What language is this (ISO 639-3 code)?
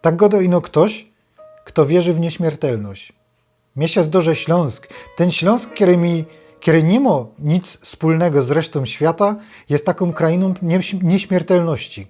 szl